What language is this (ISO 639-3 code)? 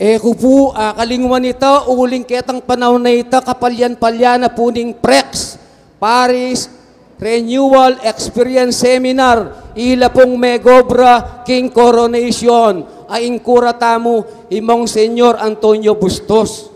pam